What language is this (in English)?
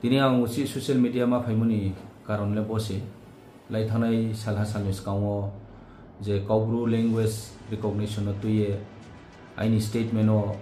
Riang (India)